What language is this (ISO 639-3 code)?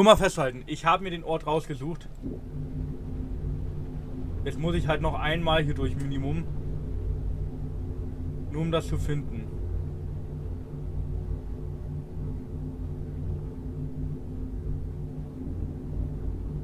deu